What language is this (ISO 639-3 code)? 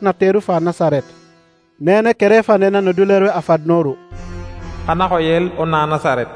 srr